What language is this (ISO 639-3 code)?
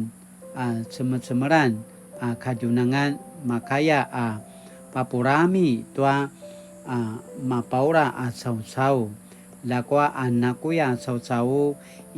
pwn